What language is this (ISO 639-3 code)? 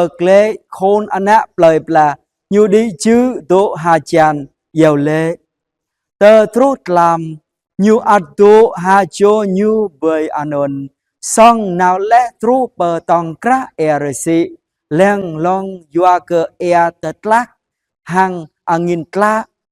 jra